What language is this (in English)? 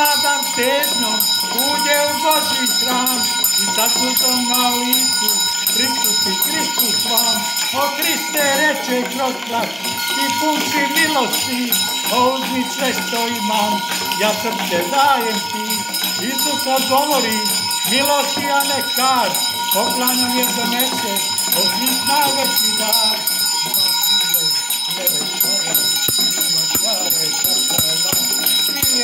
Croatian